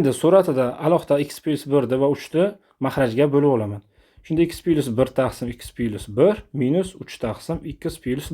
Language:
Uzbek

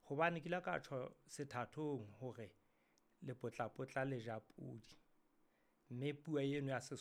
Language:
Southern Sotho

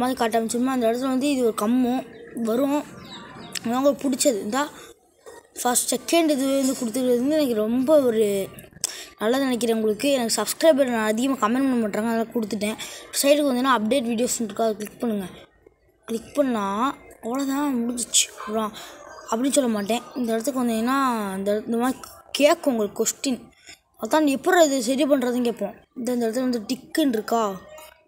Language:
Tamil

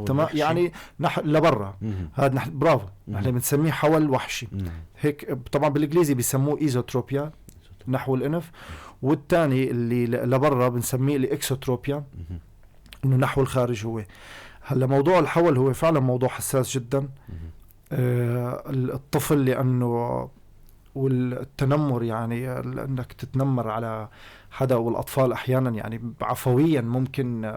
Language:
North Levantine Arabic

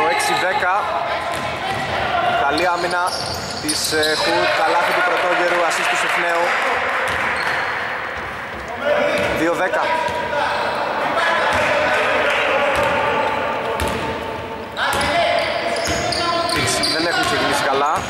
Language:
Greek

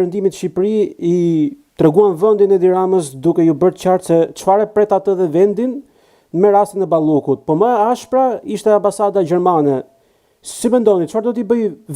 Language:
Albanian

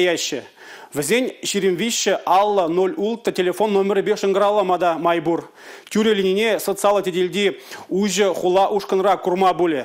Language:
Chuvash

